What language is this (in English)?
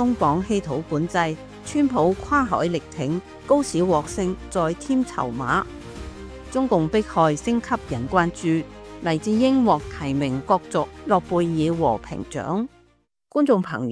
Cantonese